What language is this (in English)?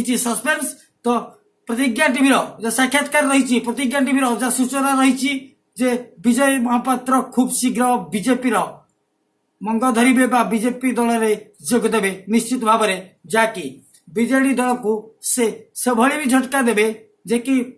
Odia